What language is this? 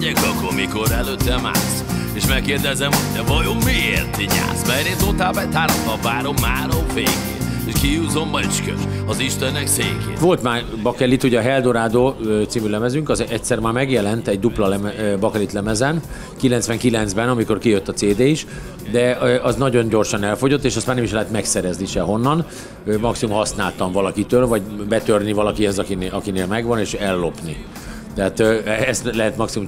Hungarian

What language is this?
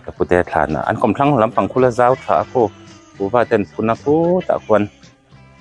Mizo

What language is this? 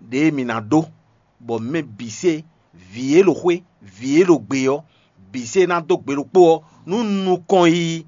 Fon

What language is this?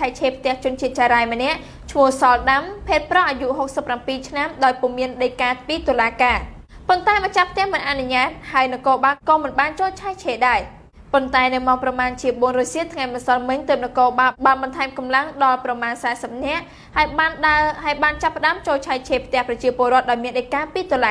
Khmer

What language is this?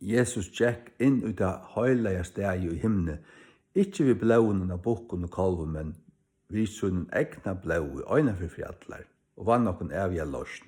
Faroese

